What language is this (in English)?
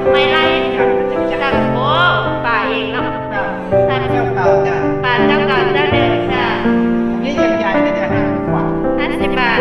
Northeastern Thai